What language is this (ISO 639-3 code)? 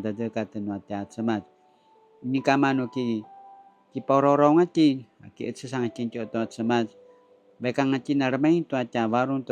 pwn